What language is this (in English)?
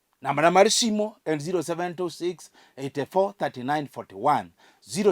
Luo (Kenya and Tanzania)